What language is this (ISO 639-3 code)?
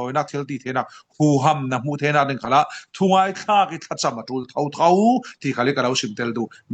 cfm